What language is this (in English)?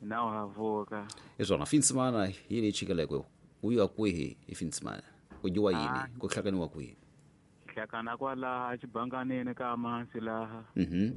Tsonga